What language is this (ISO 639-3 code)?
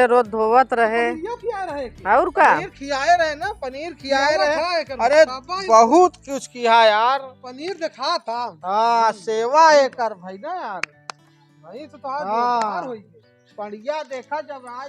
awa